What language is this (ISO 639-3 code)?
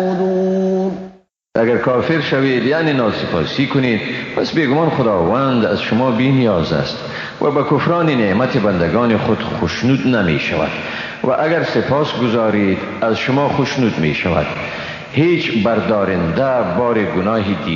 fas